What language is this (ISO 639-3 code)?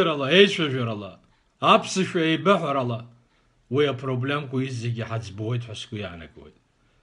abk